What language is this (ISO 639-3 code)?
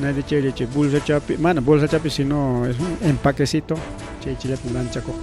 quy